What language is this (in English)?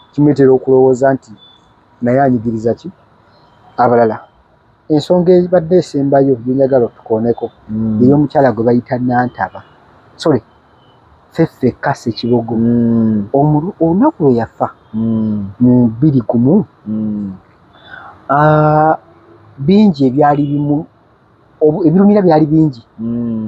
Ganda